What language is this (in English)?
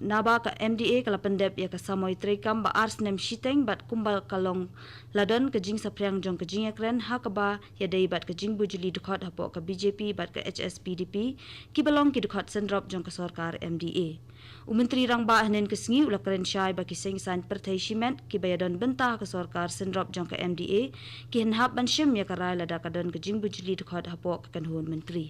Khasi